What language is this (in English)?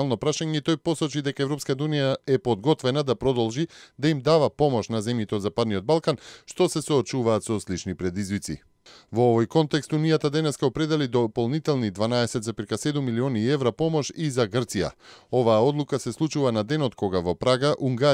Macedonian